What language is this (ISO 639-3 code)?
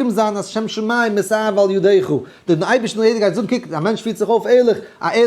yid